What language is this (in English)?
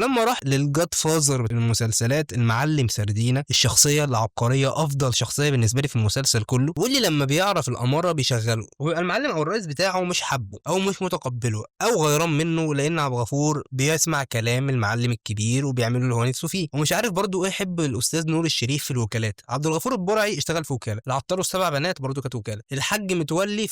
Egyptian Arabic